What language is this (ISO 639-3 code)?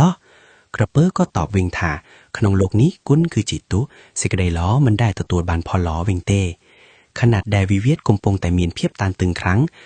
khm